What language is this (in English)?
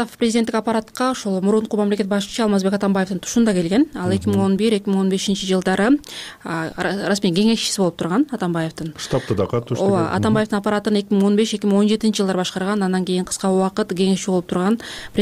Kyrgyz